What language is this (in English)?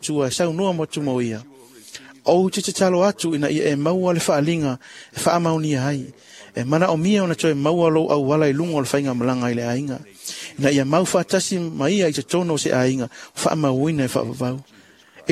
Samoan